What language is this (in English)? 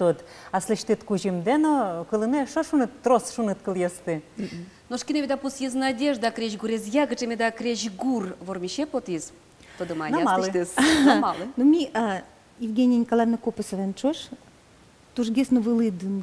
Udmurt